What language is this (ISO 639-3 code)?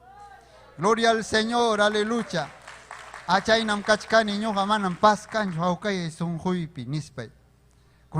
quy